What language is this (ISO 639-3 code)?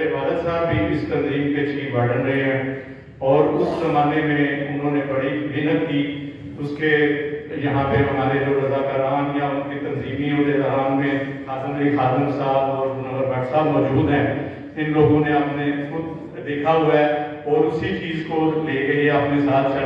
urd